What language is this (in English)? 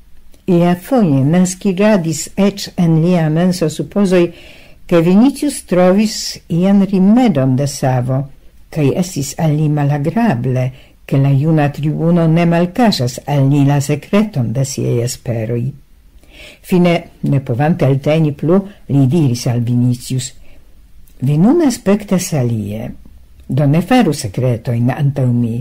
Esperanto